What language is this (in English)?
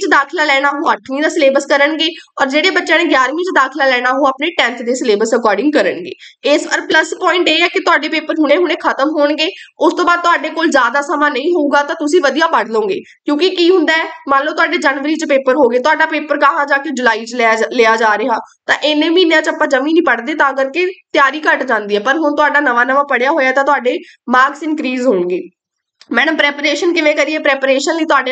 Punjabi